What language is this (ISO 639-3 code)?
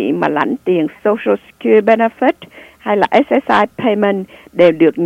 vie